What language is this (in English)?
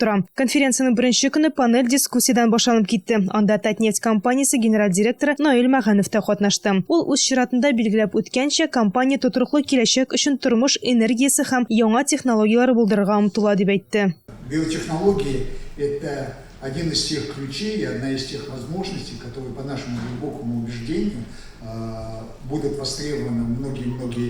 Tatar